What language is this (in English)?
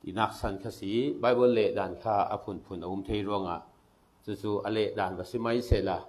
Falam Chin